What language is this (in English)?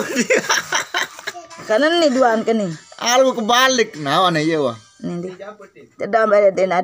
Sasak